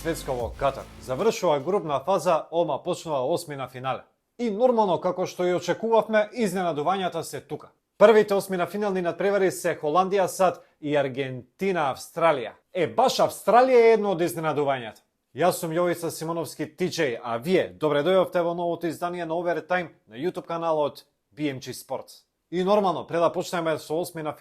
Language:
Macedonian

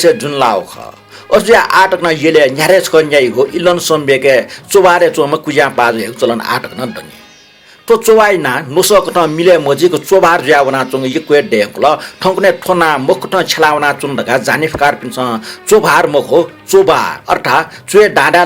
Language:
Newari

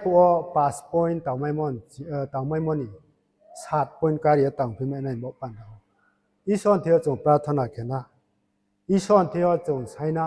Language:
Riang (India)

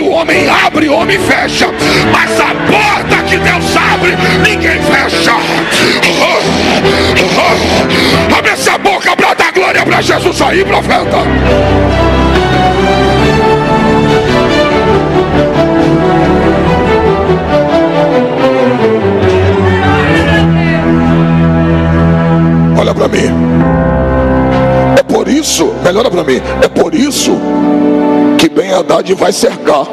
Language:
Portuguese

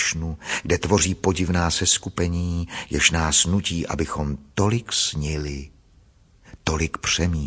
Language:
Czech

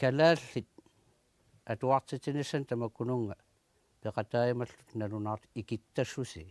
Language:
Kalaallisut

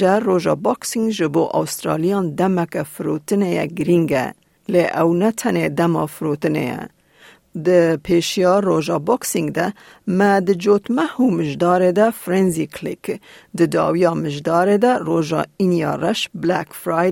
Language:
Kurdish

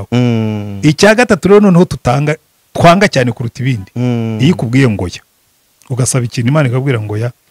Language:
Kinyarwanda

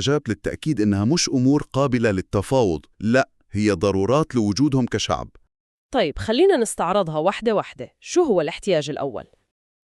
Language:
North Levantine Arabic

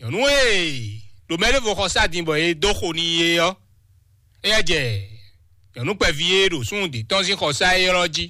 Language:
Fon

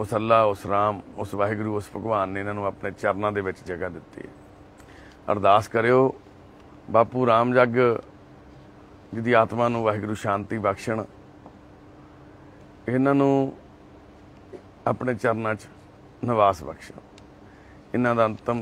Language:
Punjabi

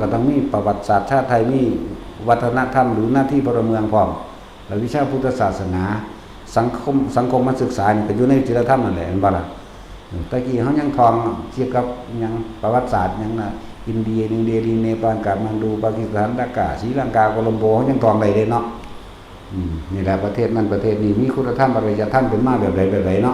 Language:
Northeastern Thai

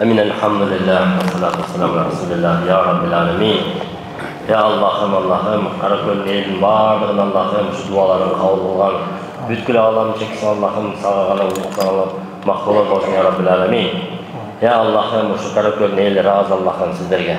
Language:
Kyrgyz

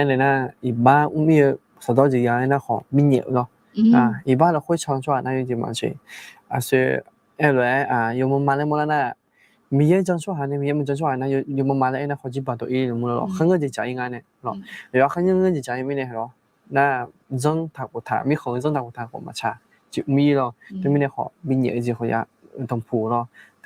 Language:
Akha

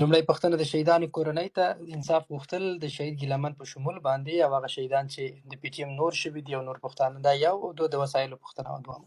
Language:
Pashto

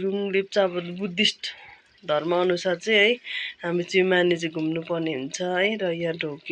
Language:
Nepali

